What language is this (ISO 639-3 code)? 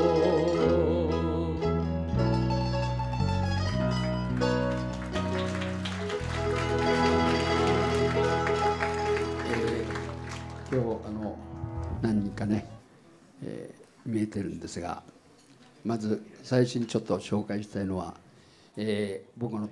jpn